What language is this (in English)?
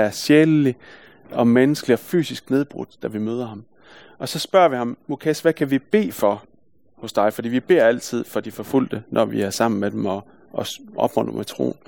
Danish